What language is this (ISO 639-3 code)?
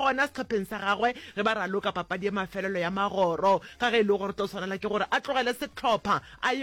nso